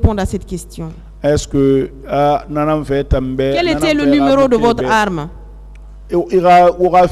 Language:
French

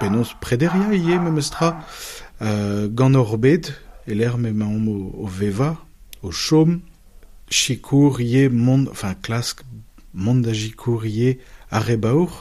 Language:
Breton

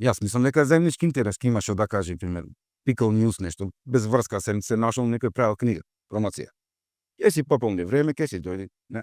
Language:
Macedonian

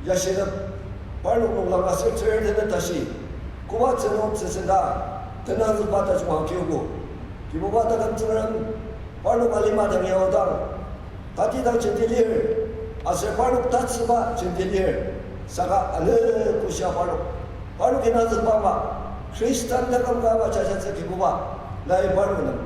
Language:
Ao Naga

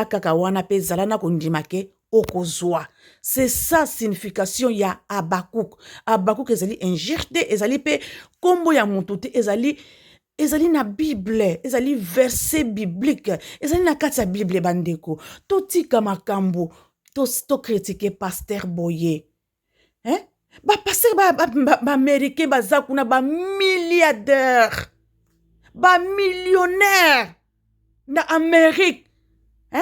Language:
Lingala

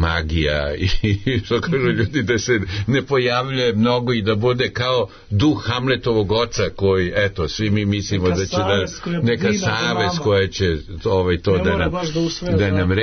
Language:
Serbian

